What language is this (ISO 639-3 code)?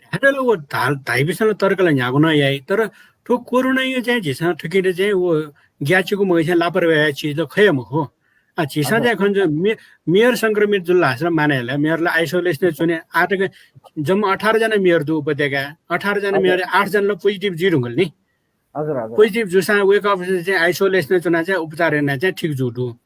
new